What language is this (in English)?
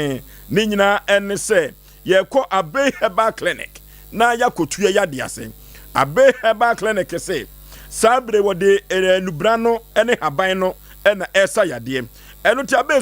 Akan